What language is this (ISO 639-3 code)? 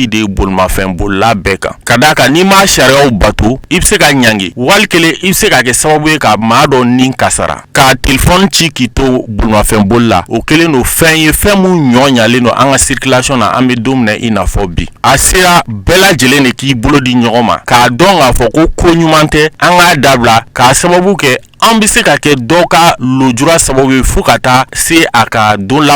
bam